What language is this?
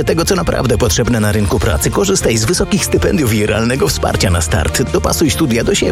Polish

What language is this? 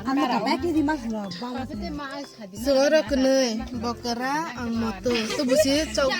Kok Borok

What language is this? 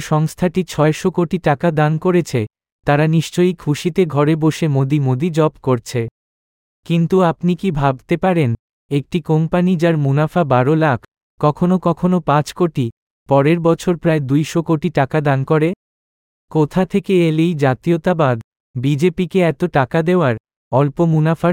Bangla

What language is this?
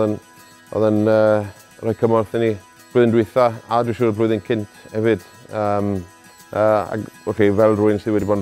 Welsh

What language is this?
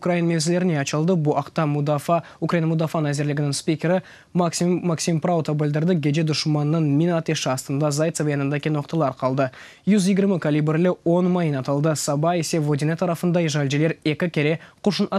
Crimean Tatar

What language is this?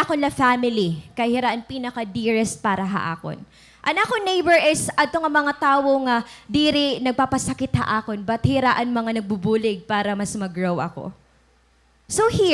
Waray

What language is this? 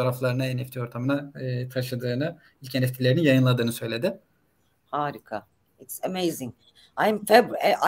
Turkish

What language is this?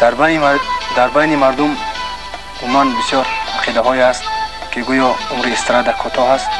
Tajik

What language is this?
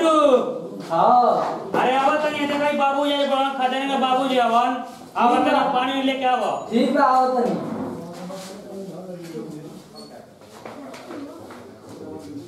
Bhojpuri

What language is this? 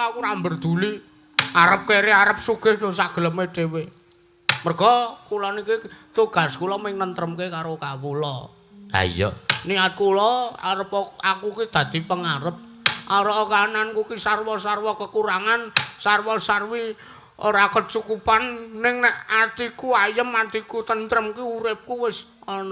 Javanese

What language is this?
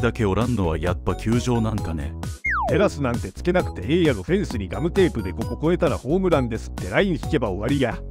Japanese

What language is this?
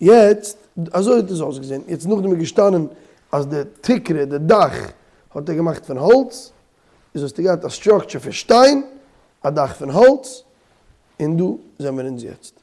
Yiddish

